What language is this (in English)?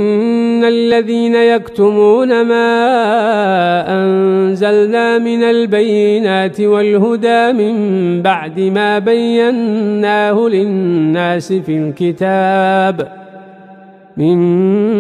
Arabic